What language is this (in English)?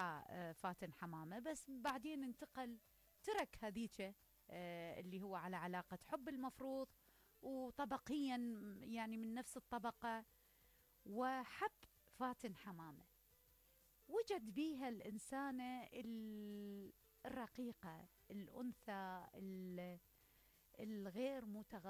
Mesopotamian Arabic